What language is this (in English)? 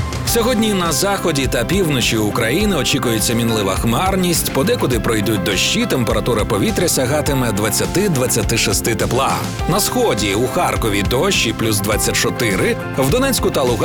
Ukrainian